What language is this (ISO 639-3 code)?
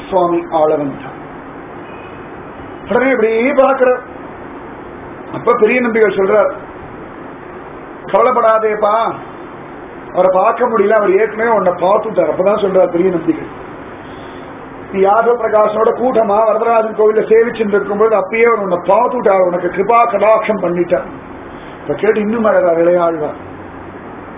tam